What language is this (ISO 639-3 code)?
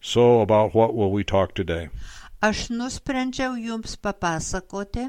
lit